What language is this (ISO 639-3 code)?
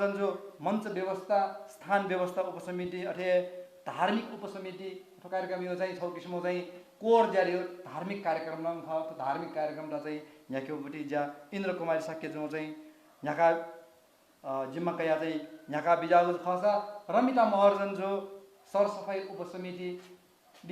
new